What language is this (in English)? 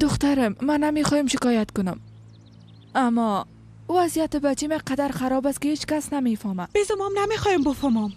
Persian